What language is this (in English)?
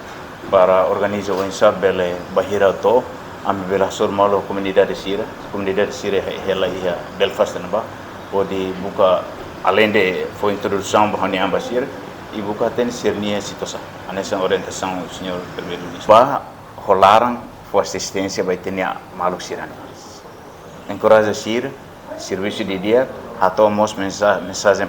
Tetum